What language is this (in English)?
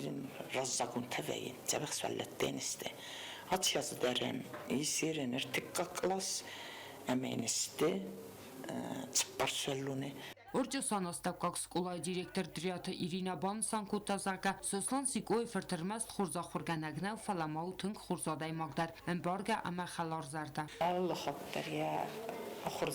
Ossetic